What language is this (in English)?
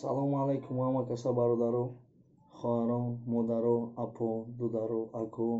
Tajik